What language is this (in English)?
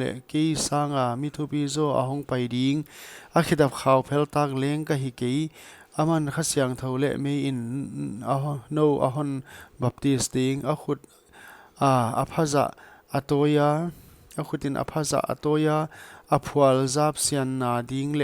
Paite Chin